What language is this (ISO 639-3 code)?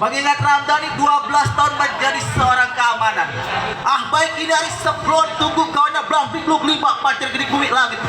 bew